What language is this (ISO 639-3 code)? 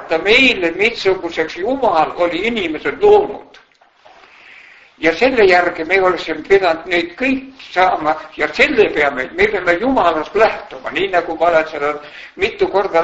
est